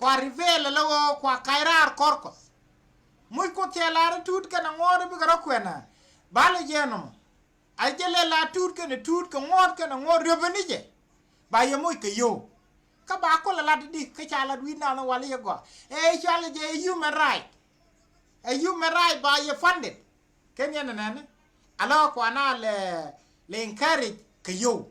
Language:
Nuer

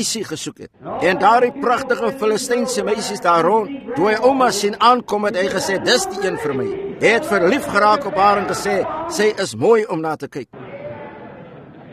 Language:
Afrikaans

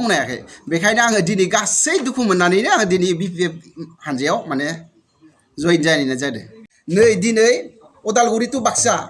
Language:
Bodo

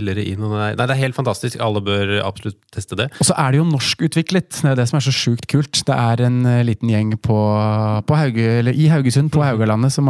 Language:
Norwegian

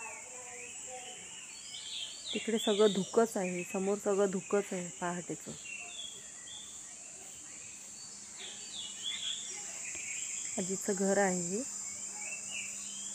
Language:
Marathi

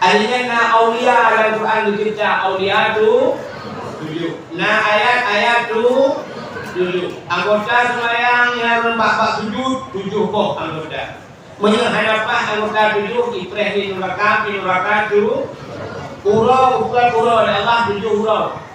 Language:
Achinese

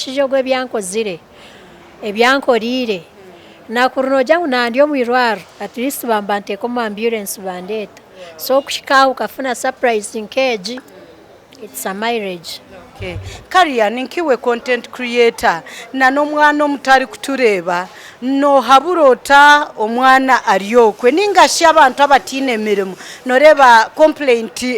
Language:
Nyankole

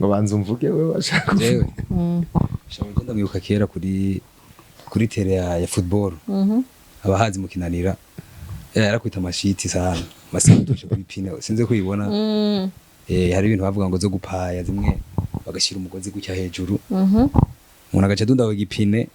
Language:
Rundi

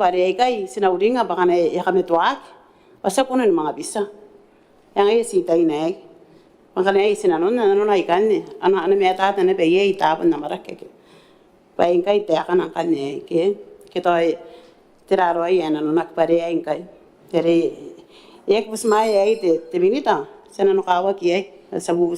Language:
Gilbertese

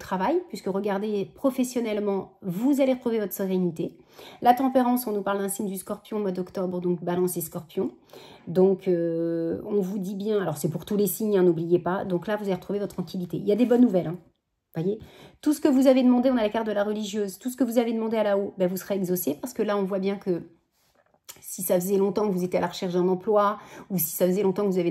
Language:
French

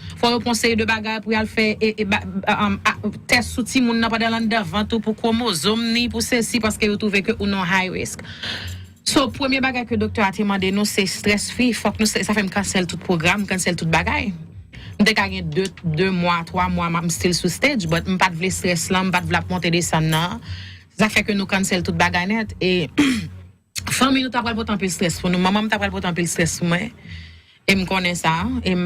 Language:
Haitian Creole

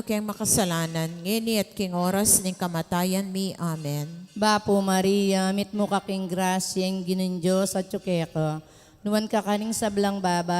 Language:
Pampanga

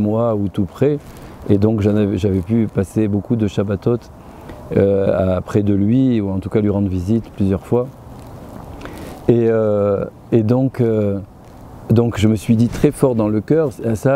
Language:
French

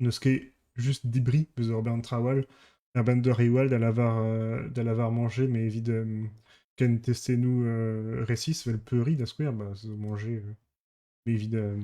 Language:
Breton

